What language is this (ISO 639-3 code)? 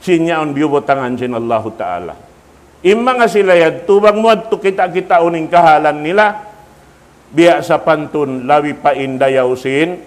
tsg